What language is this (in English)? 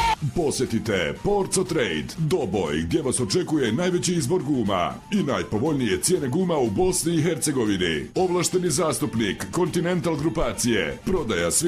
Croatian